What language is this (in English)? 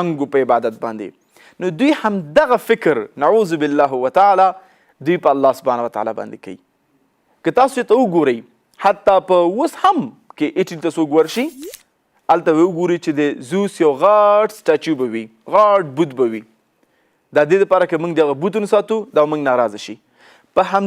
Pashto